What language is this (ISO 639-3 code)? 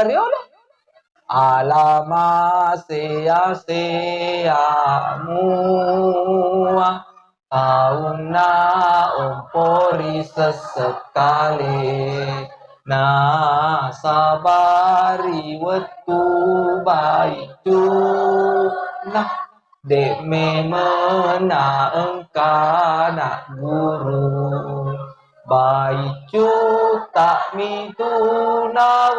bug